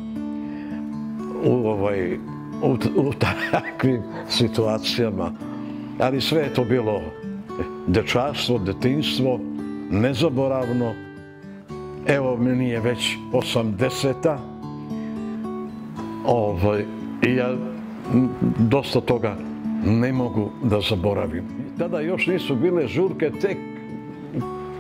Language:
Serbian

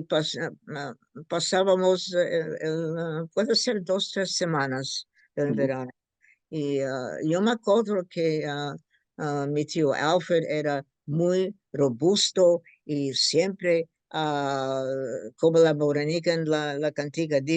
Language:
Ladino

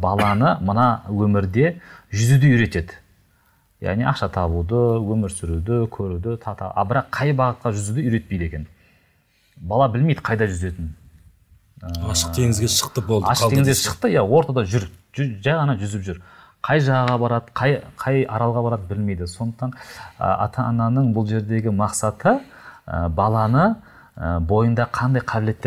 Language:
Kazakh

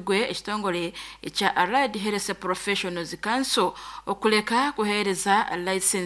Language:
Nyankole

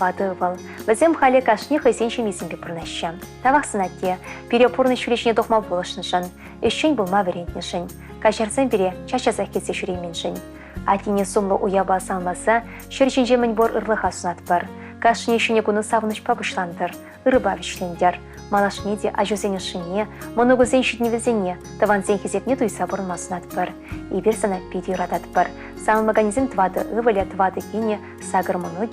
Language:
Chuvash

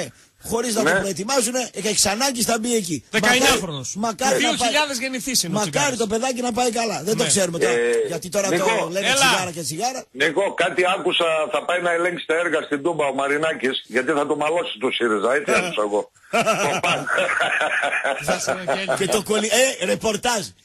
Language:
Greek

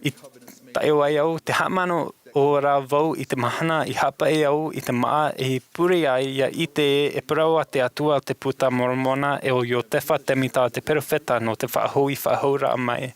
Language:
Tahitian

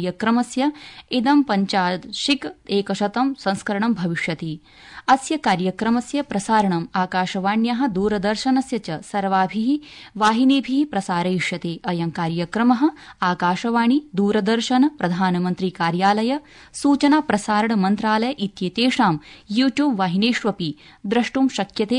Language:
Sanskrit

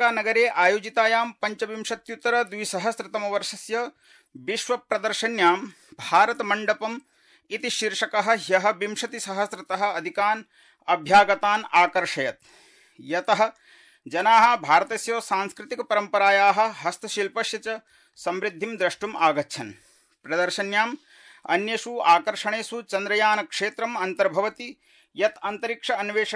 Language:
Sanskrit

